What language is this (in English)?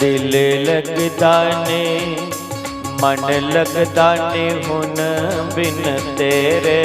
Dogri